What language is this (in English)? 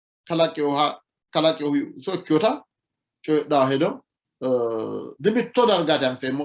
Sidamo